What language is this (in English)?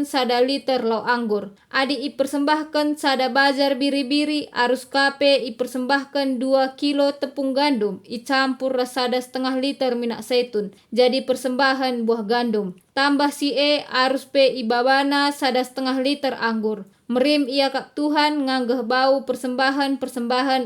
Batak Karo